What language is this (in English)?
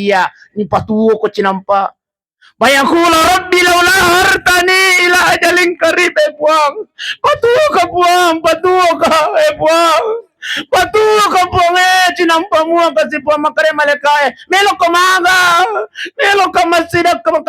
Buginese